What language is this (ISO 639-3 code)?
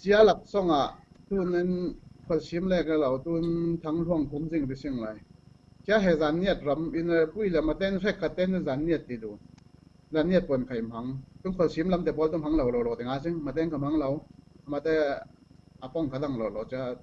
cfm